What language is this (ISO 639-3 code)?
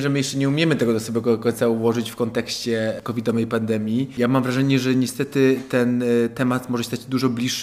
pol